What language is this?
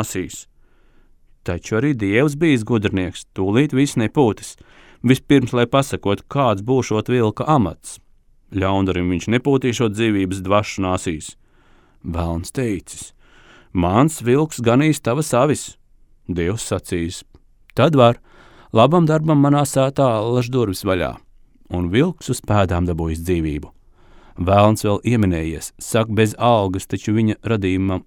Latvian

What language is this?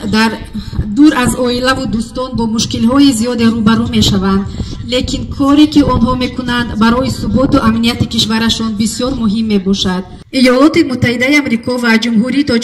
Tajik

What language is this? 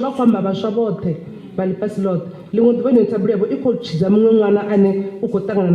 Venda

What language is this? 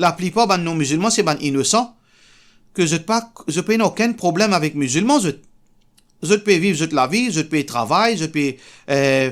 Morisyen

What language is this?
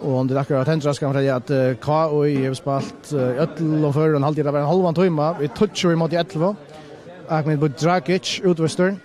Faroese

